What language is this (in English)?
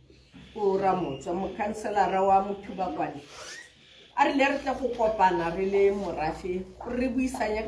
Tswana